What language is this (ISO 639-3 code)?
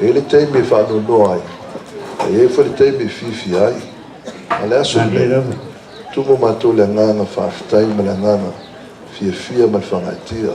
smo